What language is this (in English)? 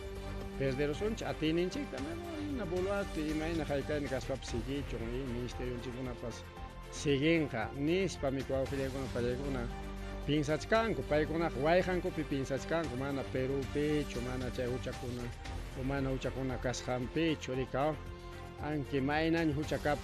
Ayacucho Quechua